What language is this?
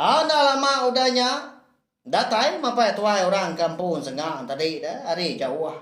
Iban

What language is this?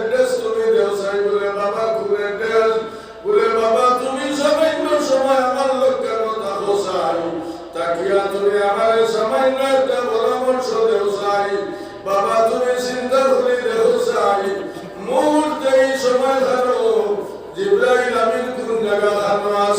Sylheti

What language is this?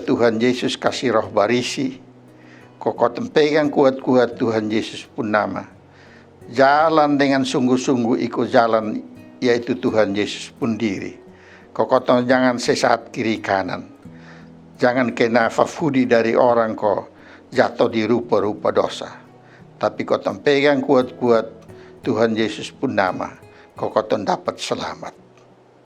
Kupang Malay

